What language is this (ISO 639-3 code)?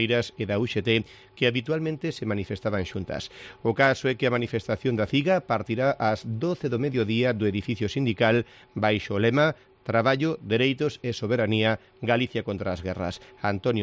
glg